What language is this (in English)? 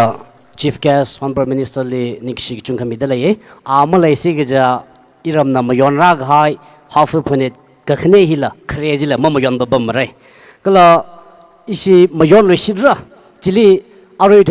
Tangkhul Naga (India)